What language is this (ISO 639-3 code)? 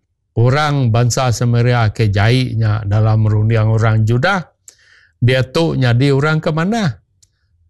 iba